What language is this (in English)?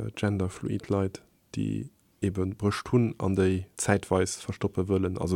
Luxembourgish